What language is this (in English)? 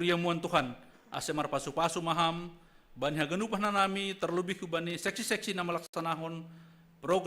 Batak Simalungun